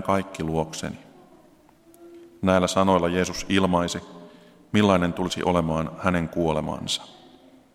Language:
Finnish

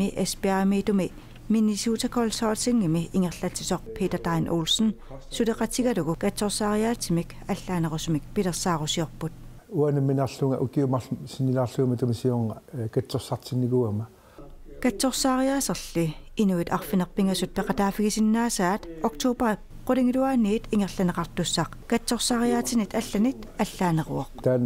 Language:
Kalaallisut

